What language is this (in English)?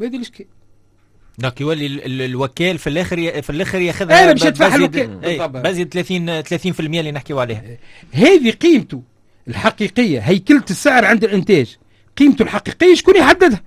Tunisian Arabic